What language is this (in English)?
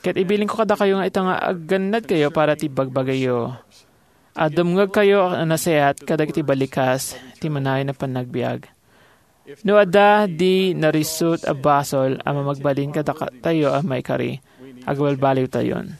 Iloko